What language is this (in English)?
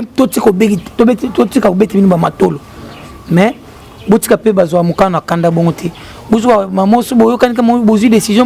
Lingala